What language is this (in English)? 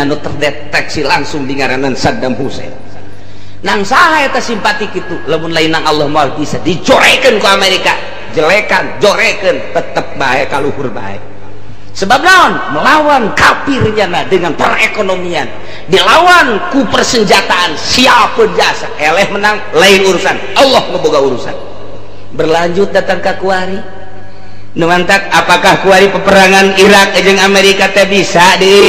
Sundanese